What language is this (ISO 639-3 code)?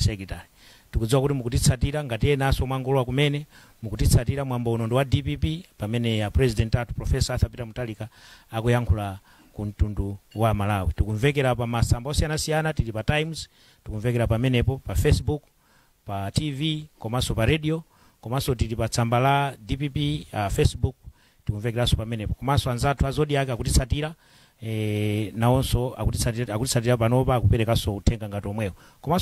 nya